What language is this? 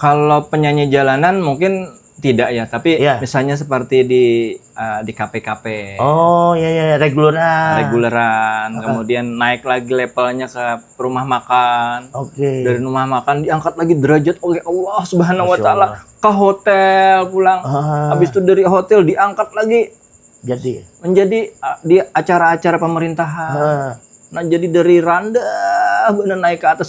Banjar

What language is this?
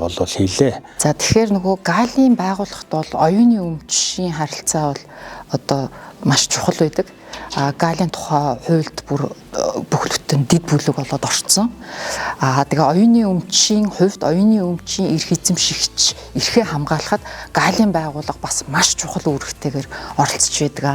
Mongolian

